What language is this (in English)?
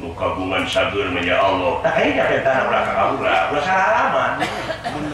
Sundanese